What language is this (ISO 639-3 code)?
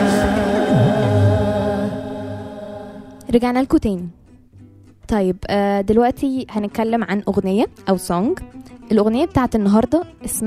arz